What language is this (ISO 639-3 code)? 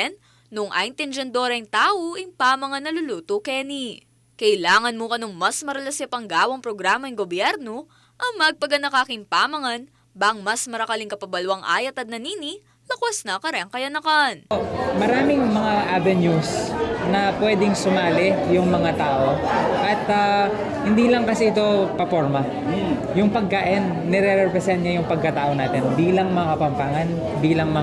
pam